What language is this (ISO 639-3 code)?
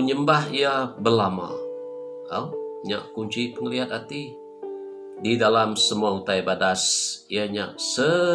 iba